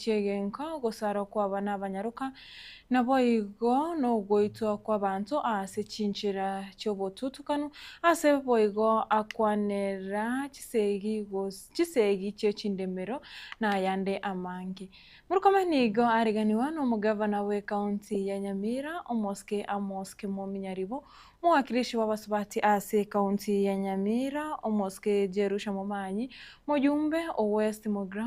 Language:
Gusii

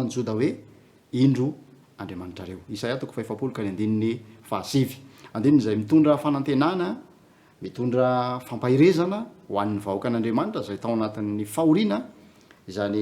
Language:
Malagasy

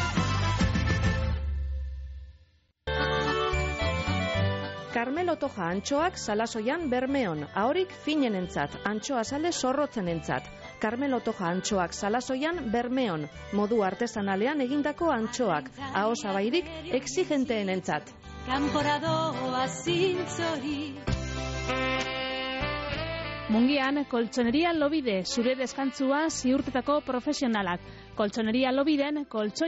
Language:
Basque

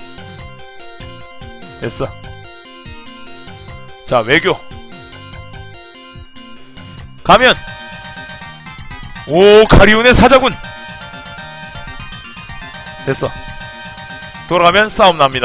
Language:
Korean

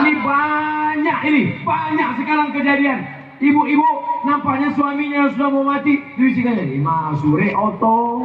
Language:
Minangkabau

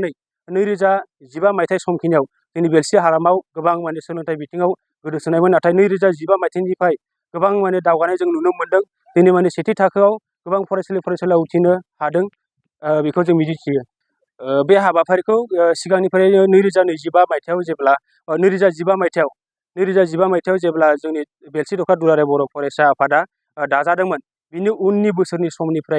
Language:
Bodo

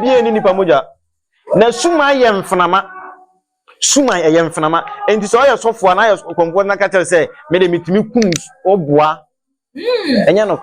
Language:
Akan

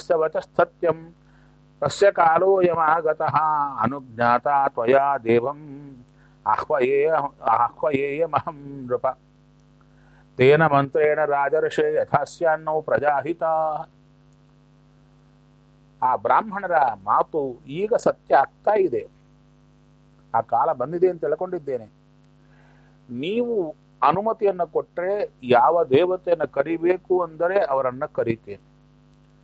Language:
Kannada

